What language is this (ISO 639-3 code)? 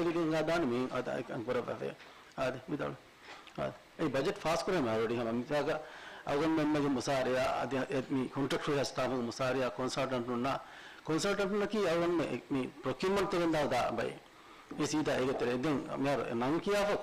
div